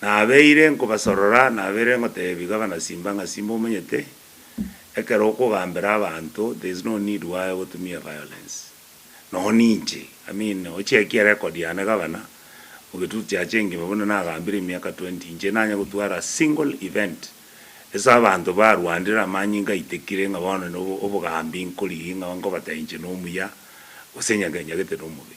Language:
Gusii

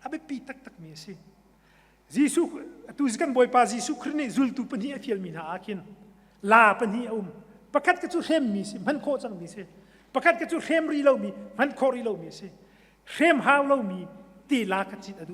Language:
Hakha Chin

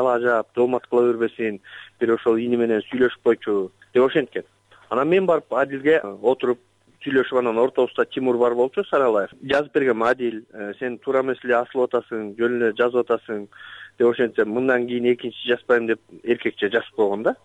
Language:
Kyrgyz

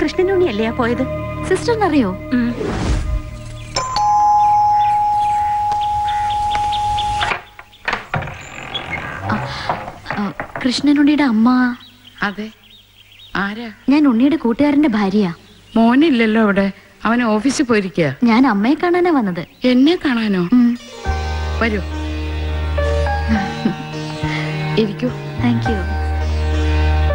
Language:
Malayalam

